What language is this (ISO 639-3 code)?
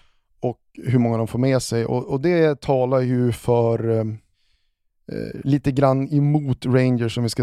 swe